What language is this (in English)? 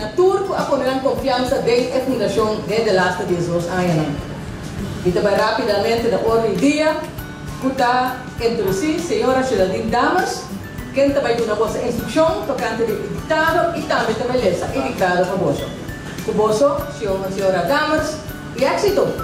Papiamento